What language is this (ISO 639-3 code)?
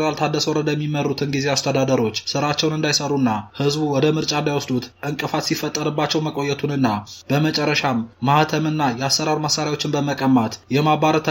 amh